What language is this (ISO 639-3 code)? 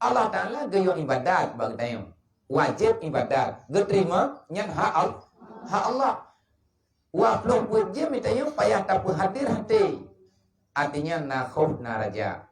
ace